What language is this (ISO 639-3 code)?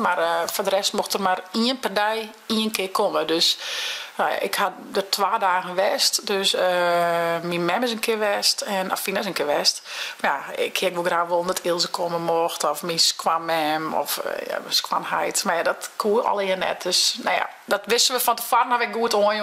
fry